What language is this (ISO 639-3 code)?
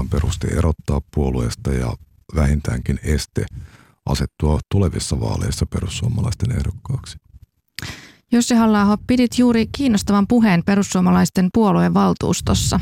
fin